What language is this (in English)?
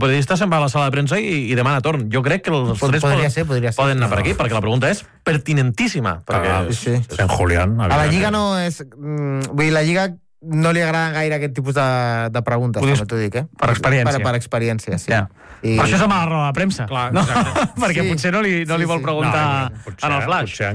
Catalan